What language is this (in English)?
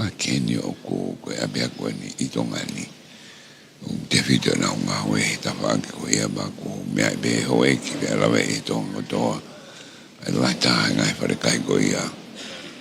Tongan